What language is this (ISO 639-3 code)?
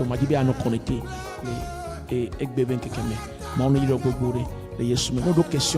ewe